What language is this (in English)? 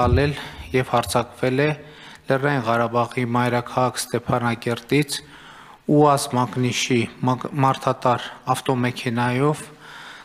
Armenian